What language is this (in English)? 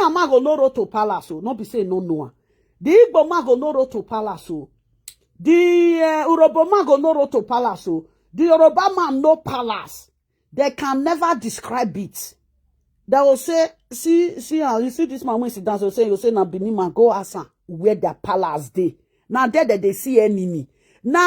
Nigerian Pidgin